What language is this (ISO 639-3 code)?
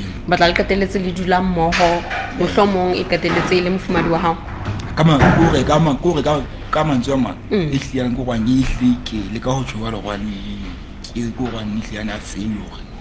sot